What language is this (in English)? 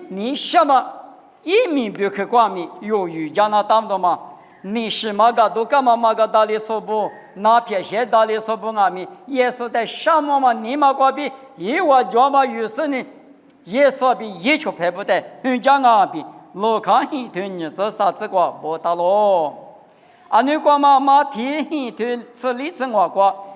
Lisu